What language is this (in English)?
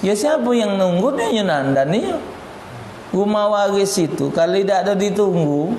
Musi